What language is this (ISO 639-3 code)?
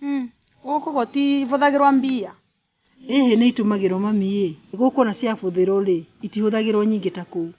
kik